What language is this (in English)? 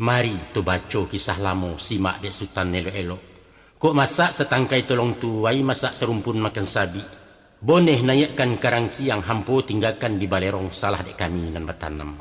Minangkabau